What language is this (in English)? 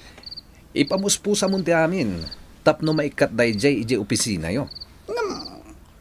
Iloko